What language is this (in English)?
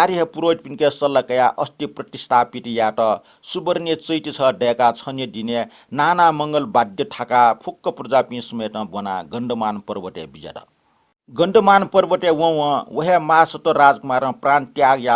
Newari